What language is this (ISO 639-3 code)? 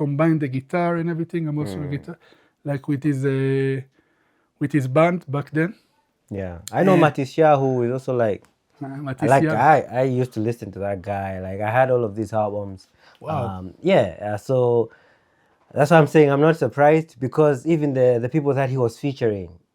eng